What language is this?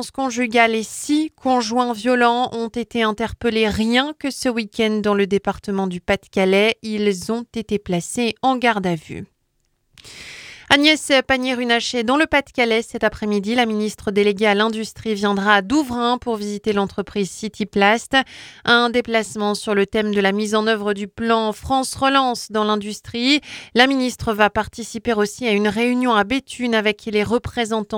French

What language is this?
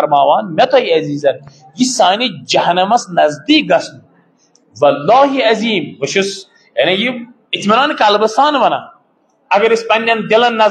Kashmiri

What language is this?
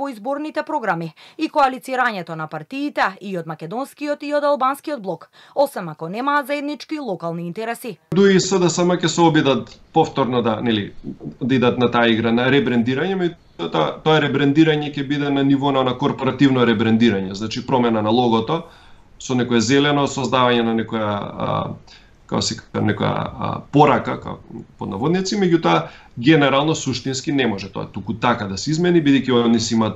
Macedonian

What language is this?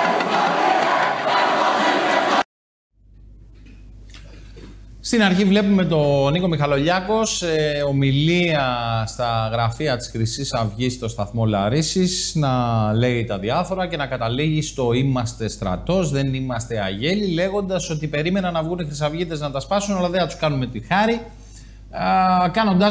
Greek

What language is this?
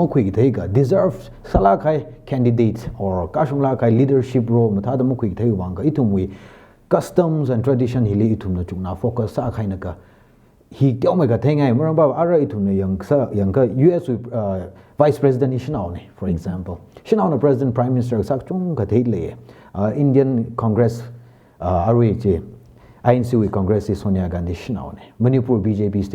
Tangkhul Naga (India)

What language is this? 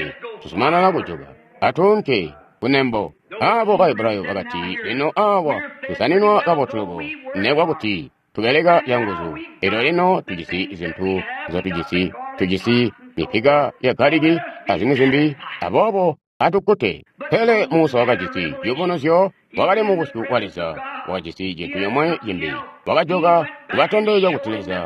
Tonga (Zambia)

